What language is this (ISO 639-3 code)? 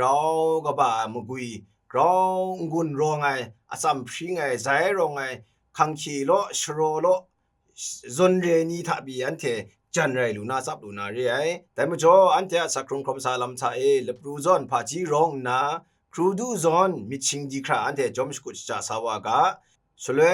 kac